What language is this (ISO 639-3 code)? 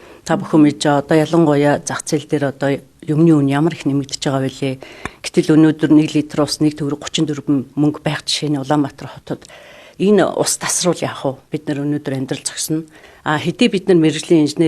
mon